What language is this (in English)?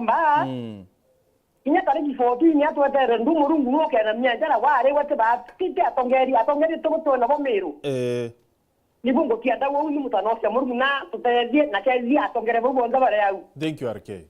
Meru